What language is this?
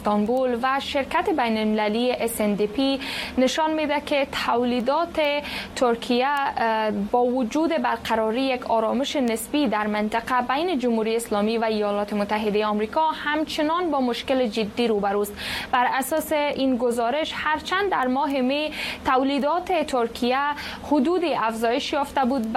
Persian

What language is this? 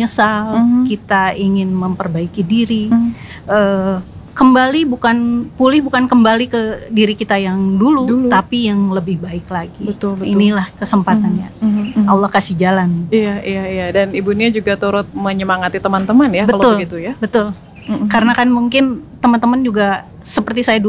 Indonesian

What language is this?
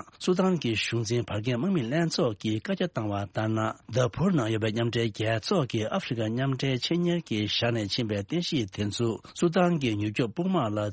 Tibetan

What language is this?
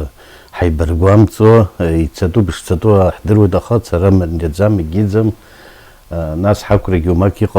Abkhazian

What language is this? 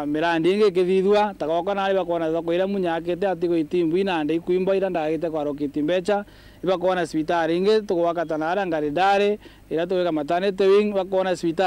Meru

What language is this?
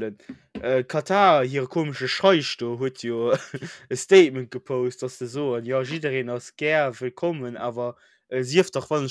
Luxembourgish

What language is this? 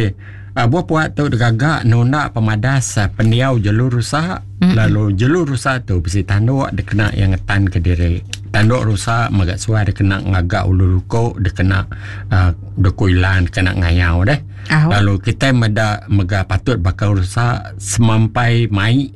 Iban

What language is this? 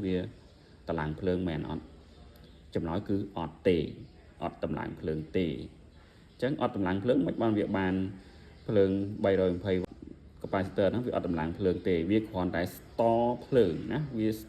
Khmer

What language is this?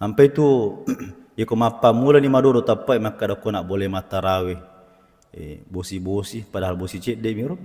Buginese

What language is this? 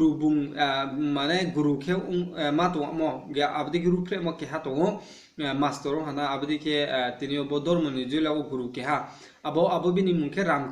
Riang (India)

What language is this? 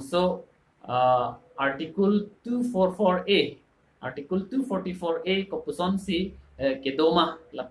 Karbi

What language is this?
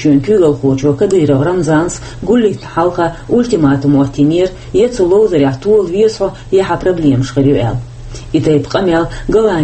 Chechen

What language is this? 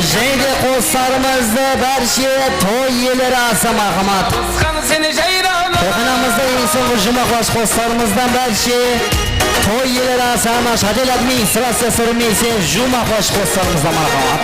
Kara-Kalpak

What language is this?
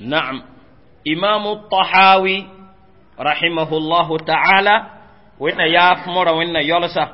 Mossi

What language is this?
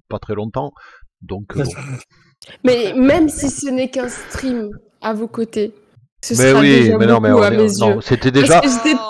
French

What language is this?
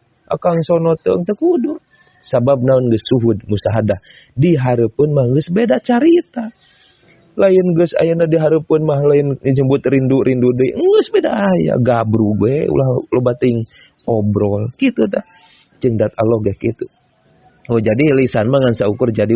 Sundanese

